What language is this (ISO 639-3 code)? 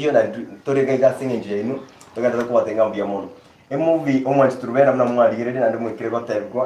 guz